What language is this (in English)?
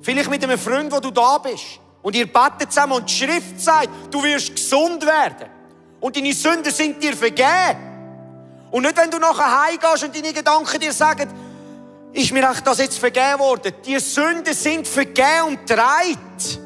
Swiss German